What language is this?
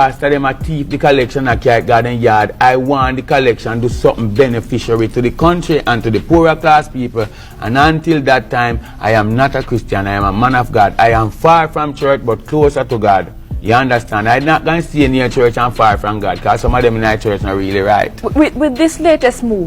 Jamaican Creole English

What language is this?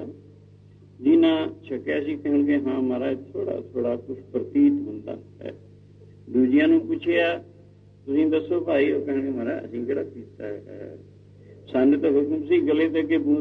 Punjabi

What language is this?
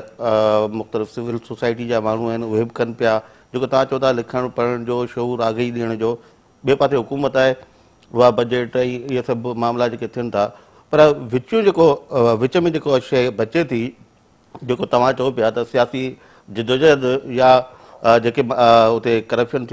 Sindhi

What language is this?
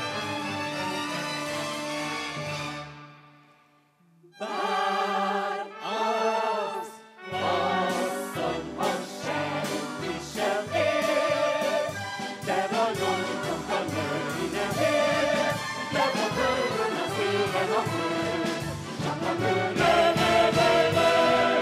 Hungarian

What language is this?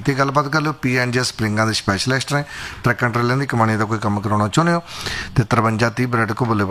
Punjabi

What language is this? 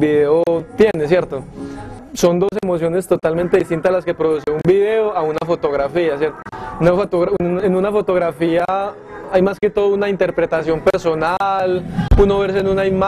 Spanish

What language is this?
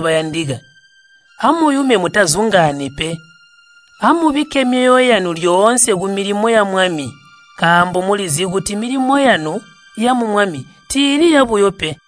Tonga (Zambia)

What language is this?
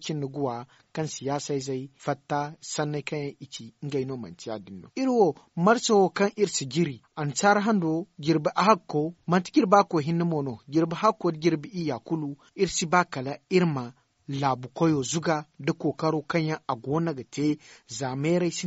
Zarma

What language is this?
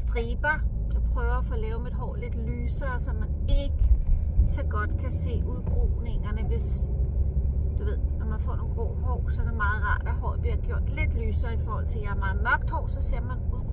Danish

